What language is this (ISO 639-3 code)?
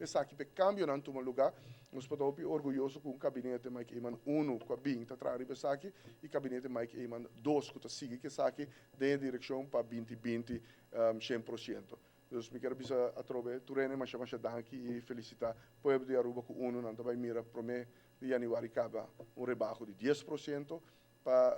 pap